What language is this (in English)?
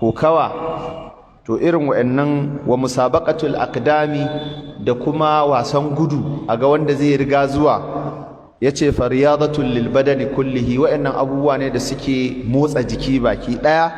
Hausa